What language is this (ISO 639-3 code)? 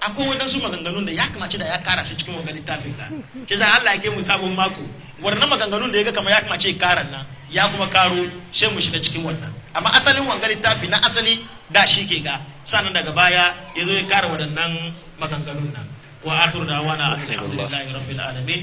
hau